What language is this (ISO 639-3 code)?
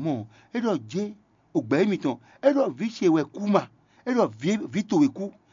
fon